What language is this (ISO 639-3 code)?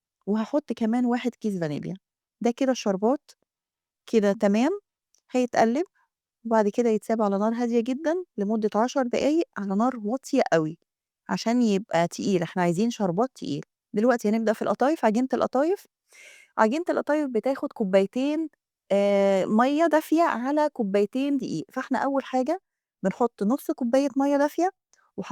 arz